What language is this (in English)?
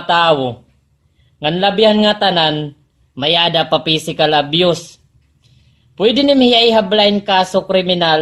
Waray